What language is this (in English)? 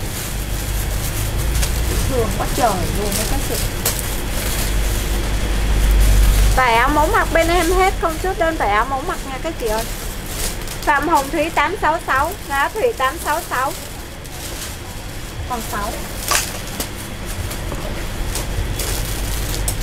Vietnamese